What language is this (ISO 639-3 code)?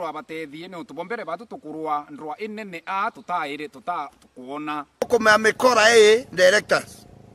mer